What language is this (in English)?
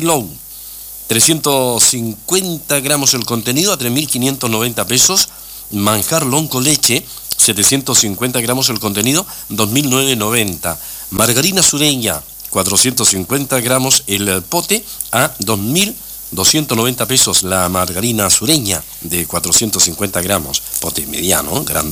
Spanish